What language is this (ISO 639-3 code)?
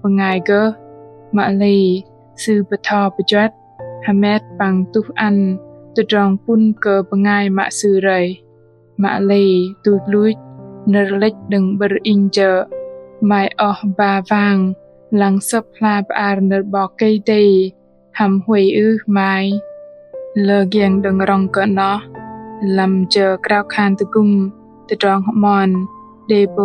bdq